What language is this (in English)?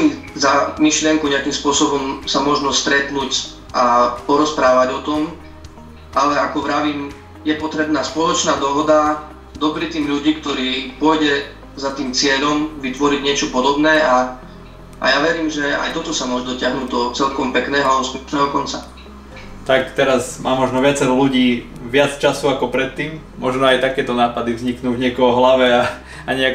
Slovak